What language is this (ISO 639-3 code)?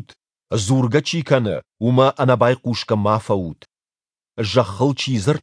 oss